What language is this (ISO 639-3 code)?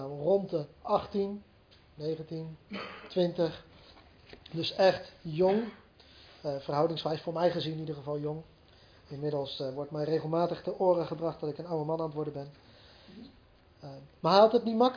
nld